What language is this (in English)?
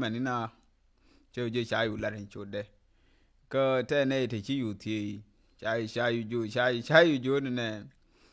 Nuer